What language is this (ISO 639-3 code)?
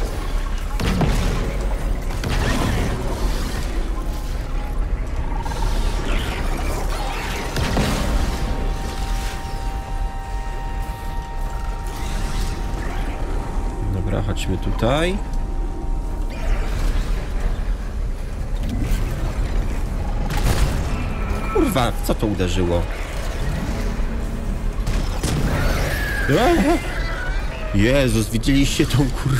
pol